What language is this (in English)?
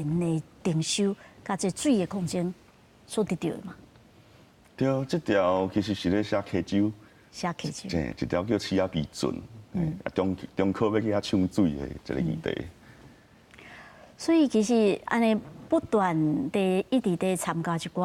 Min Nan Chinese